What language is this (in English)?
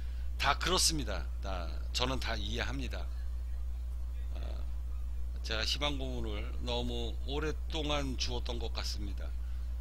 Korean